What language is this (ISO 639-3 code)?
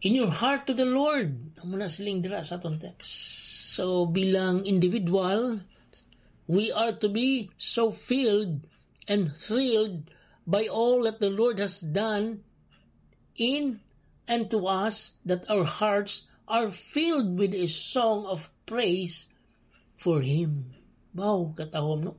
hil